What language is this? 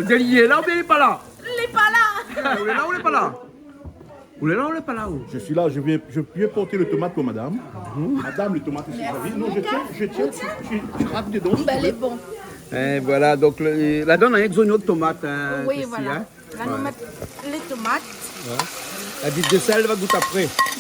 Réunion Creole French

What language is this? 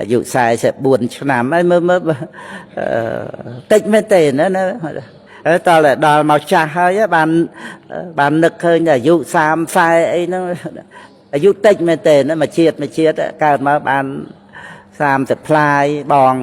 Khmer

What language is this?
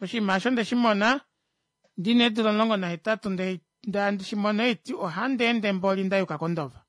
Kuanyama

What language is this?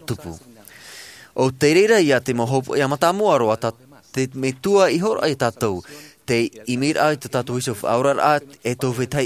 Tahitian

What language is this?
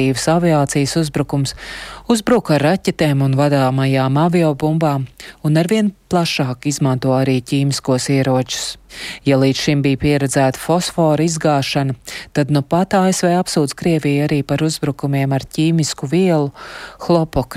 Latvian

